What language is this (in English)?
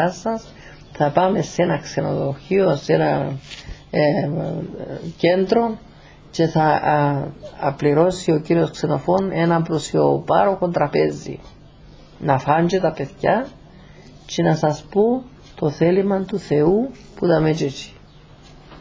Greek